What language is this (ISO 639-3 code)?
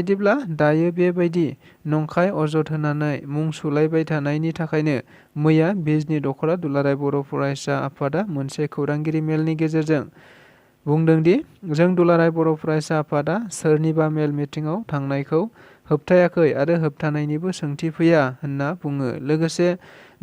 brx